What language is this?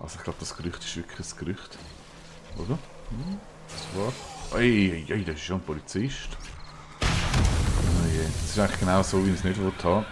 Swiss German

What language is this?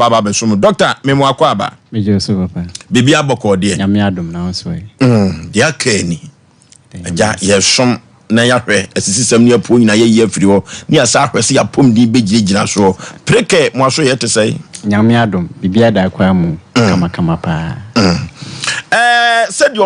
Akan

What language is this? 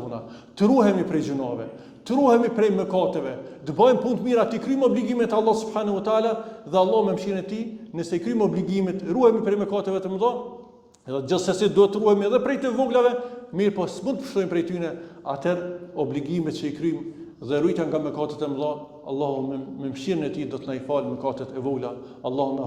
Albanian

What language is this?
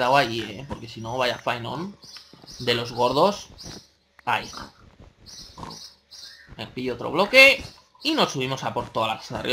Spanish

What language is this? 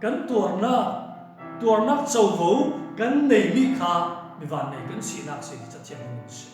Falam Chin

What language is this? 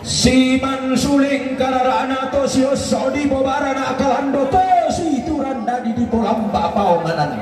Toraja-Sa'dan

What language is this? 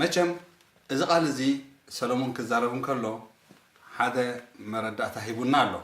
Tigrinya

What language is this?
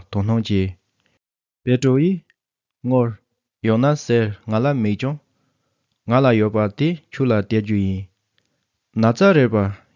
Tibetan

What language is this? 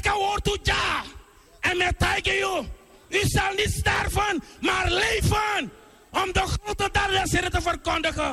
Sranan Tongo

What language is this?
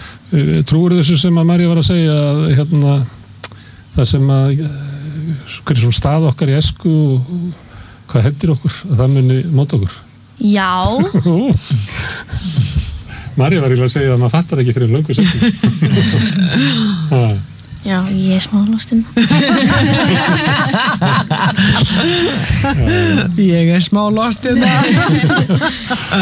Icelandic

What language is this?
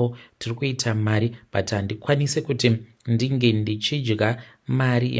Shona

